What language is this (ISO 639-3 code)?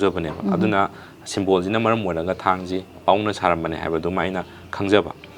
mni